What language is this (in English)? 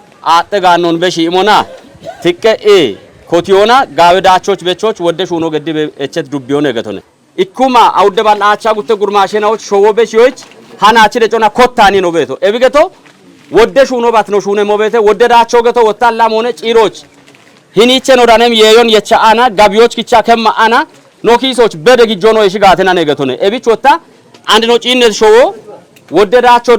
Kafa